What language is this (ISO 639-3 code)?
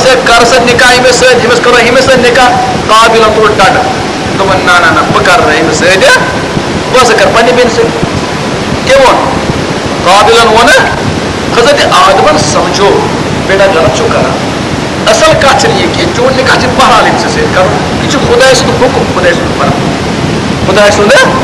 kas